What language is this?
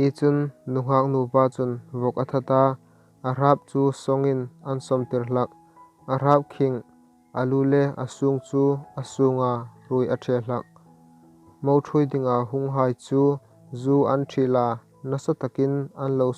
Hmar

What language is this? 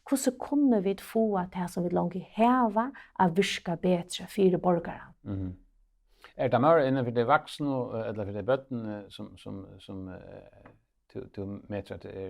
Faroese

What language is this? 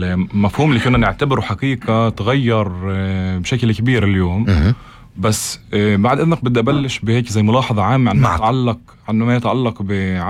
North Levantine Arabic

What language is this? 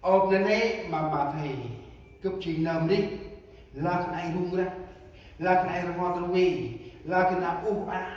Central Mnong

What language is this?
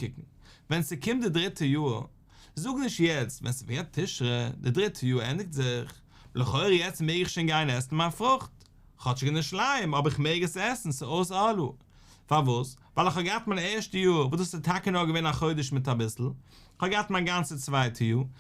Yiddish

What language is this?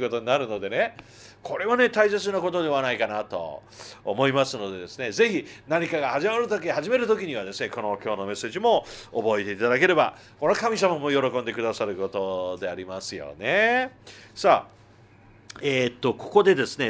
Japanese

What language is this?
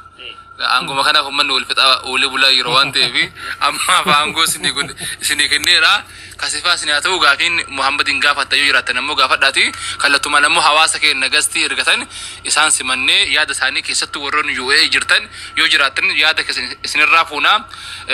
Oromo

